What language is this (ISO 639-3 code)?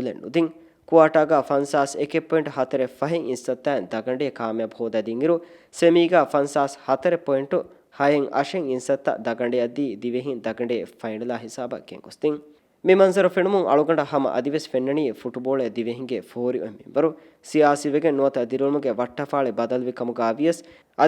div